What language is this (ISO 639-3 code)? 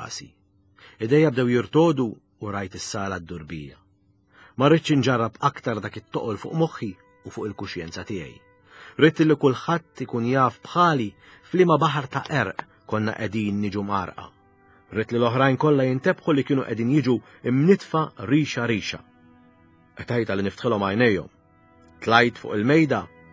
mlt